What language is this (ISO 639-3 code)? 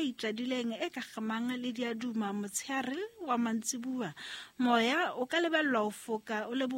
sot